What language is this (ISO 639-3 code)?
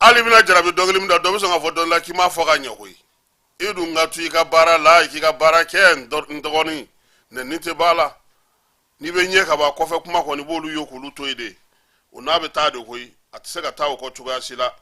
bam